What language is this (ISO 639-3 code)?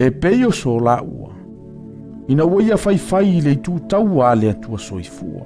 smo